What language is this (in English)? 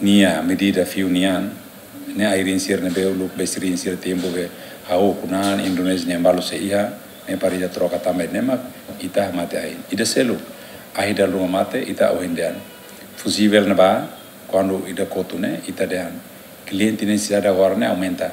Tetum